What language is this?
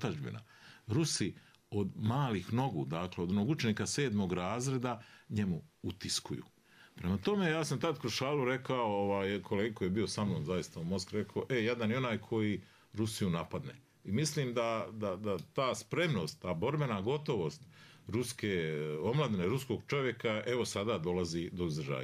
Bosnian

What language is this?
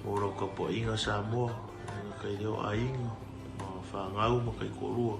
Samoan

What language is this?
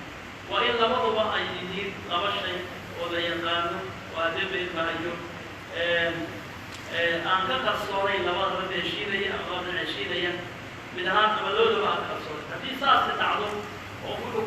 Somali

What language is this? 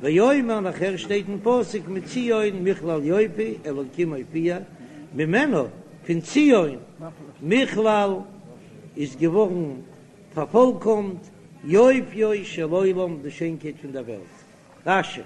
Yiddish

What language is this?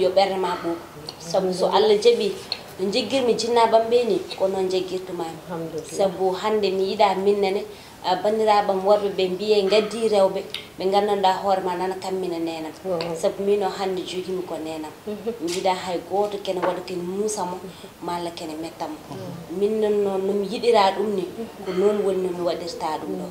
Fula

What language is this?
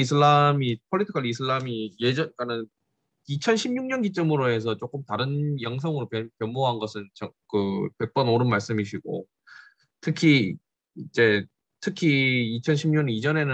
Korean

